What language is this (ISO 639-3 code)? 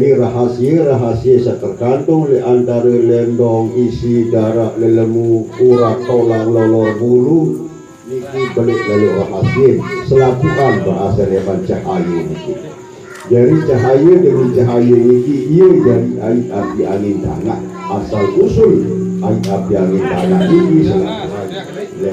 sas